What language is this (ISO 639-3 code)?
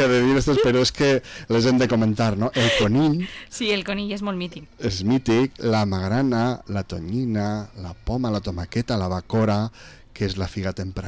cat